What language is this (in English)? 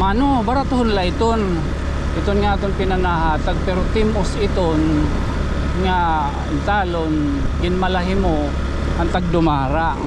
Waray